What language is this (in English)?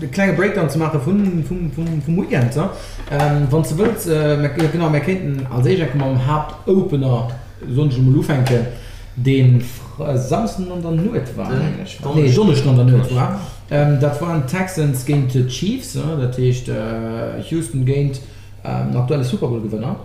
Luxembourgish